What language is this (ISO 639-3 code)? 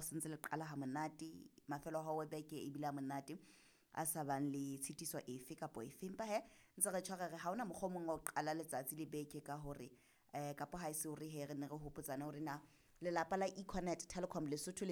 sot